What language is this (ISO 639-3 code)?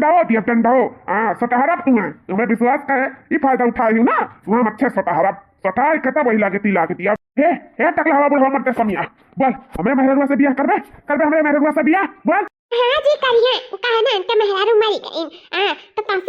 awa